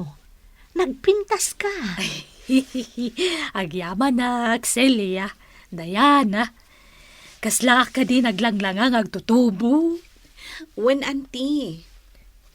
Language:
Iloko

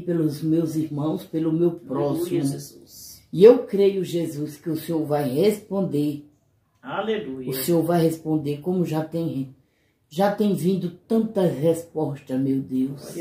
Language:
Portuguese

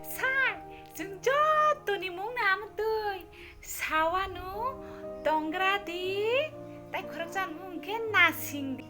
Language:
Kok Borok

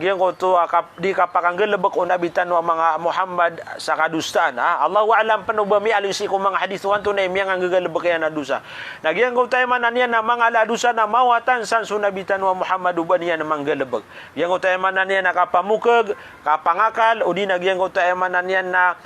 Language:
Maranao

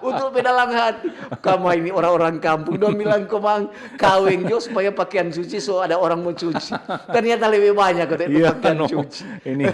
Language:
Manado Malay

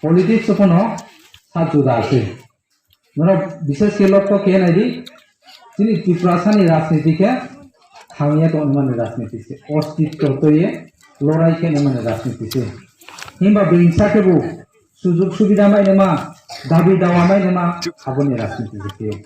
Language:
Riang (India)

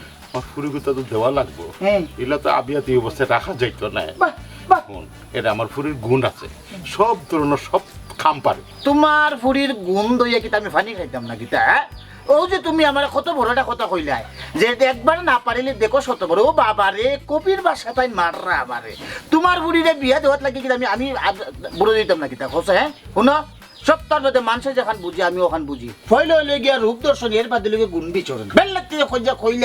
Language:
Sylheti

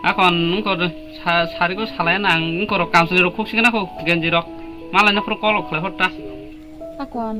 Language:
Kok Borok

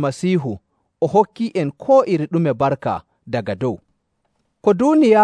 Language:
Nigerian Fulfulde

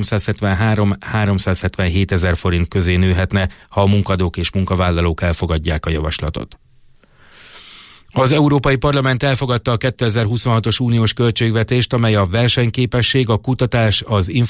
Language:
Hungarian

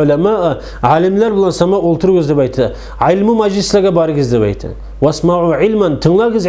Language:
Kumyk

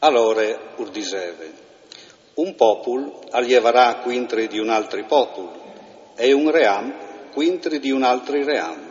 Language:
Friulian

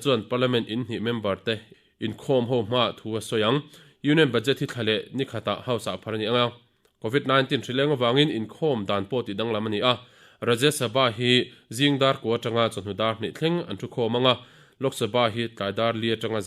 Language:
Mizo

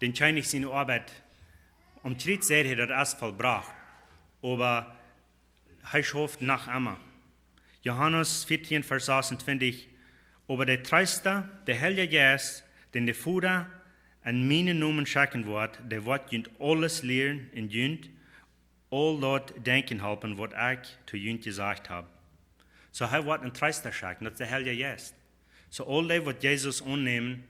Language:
Plautdietsch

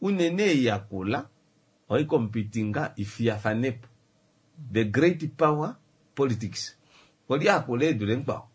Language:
Kuanyama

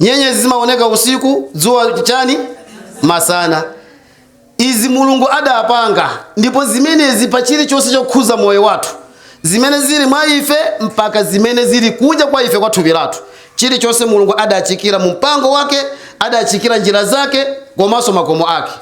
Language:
Nyanja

